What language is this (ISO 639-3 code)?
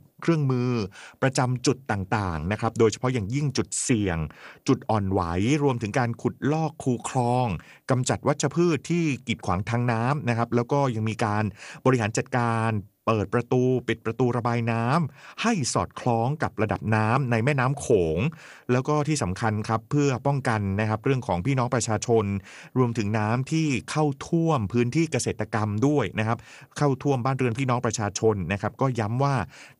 tha